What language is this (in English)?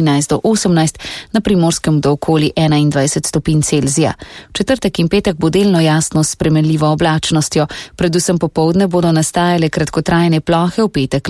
Slovenian